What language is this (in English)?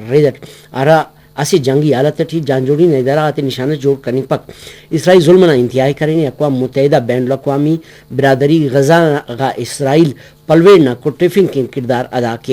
Brahui